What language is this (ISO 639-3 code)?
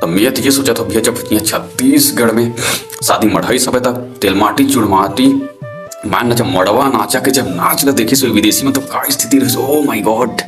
hne